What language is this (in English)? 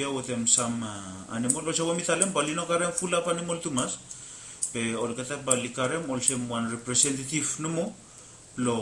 Bislama